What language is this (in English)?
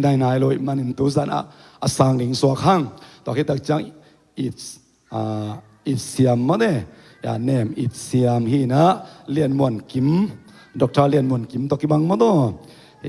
Tedim Chin